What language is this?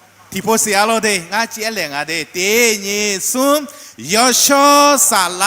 Akha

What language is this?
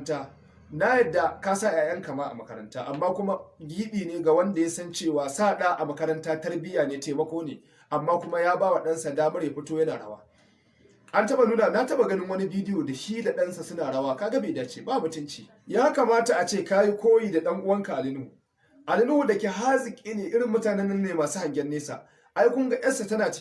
Hausa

